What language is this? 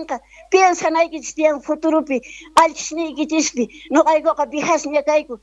Quechua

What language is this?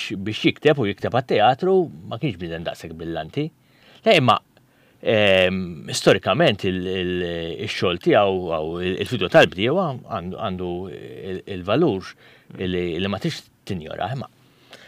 Maltese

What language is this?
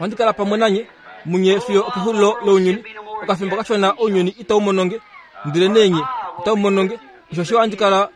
Kuanyama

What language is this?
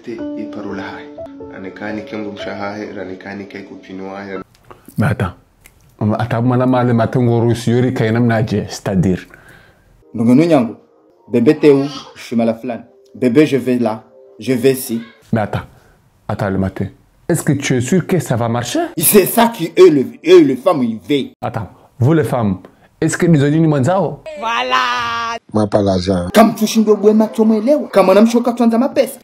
Ngazidja Comorian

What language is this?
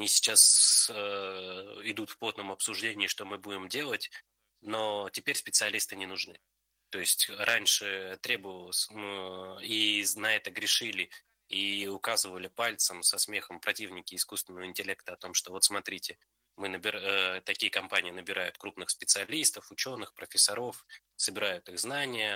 Russian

